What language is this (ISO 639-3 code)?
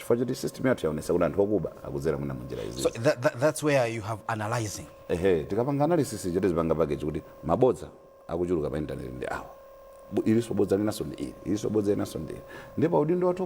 nya